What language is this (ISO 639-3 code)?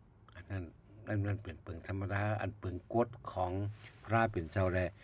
shn